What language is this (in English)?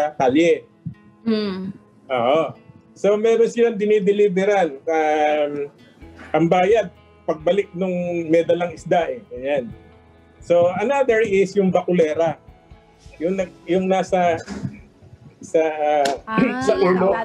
Filipino